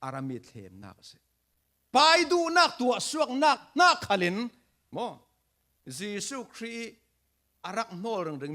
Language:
Falam Chin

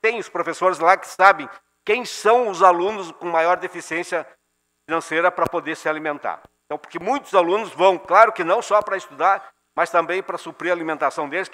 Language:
Portuguese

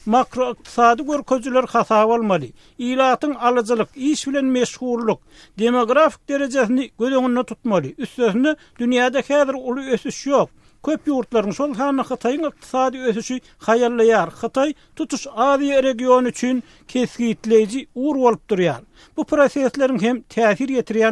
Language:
Turkmen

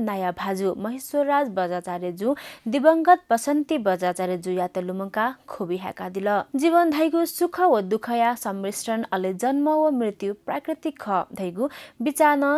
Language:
Newari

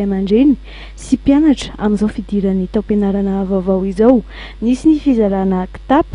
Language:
Malagasy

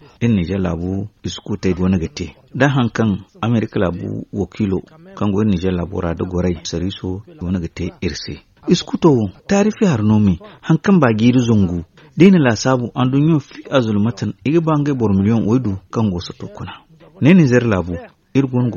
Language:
Zarma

